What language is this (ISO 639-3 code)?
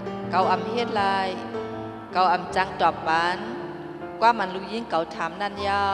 shn